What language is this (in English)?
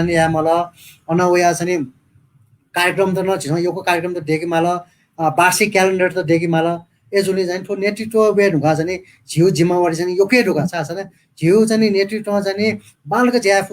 Newari